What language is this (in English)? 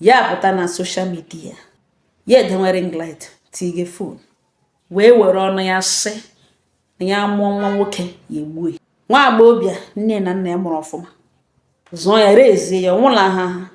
Igbo